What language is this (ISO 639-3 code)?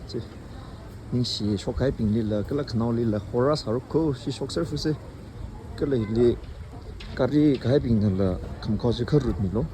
nmf